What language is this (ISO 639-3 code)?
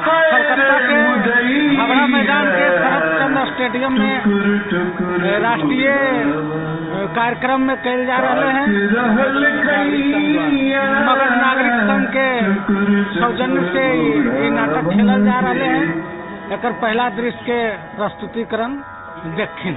mag